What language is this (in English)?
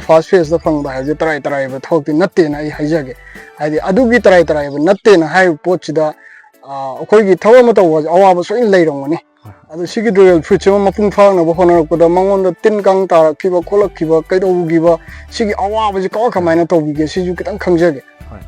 Manipuri